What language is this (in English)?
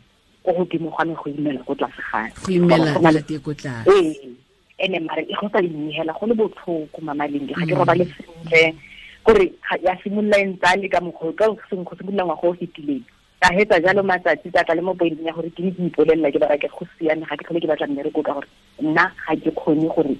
Tswana